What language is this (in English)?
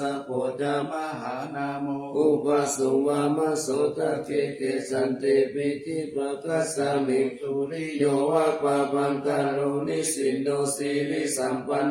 Pali